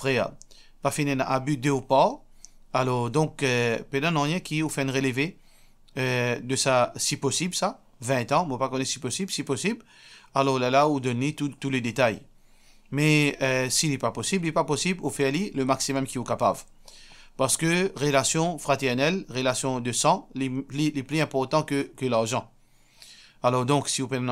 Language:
Morisyen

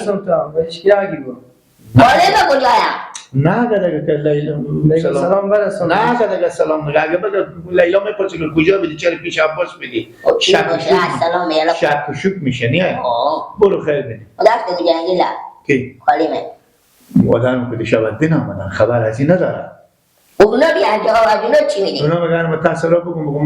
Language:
Hazaragi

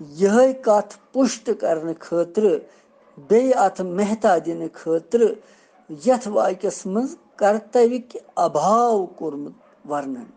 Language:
Kashmiri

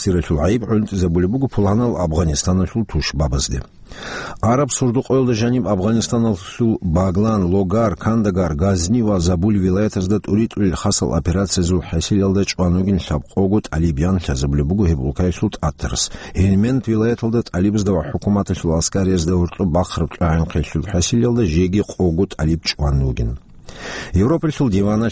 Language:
Avaric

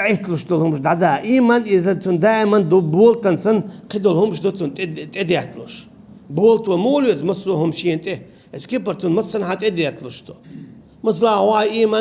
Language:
Chechen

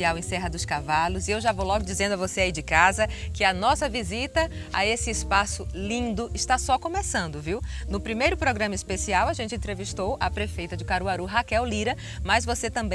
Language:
Portuguese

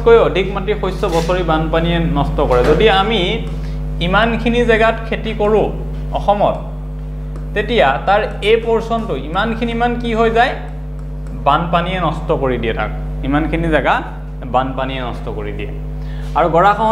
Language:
Assamese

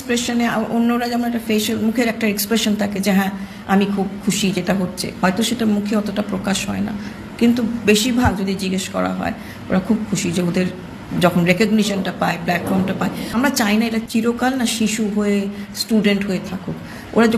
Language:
Bangla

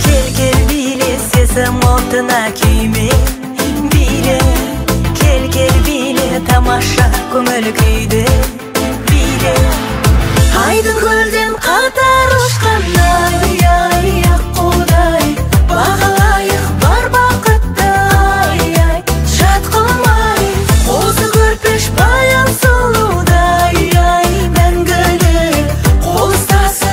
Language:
Kazakh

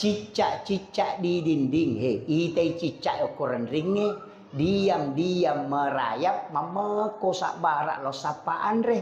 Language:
Buginese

